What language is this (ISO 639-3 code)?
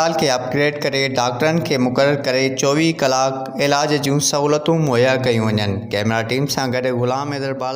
snd